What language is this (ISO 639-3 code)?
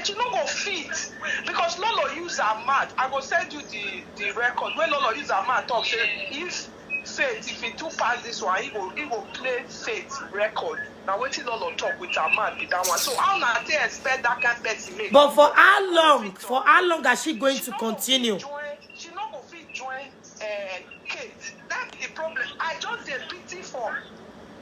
pcm